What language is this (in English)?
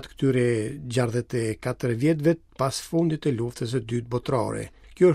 Albanian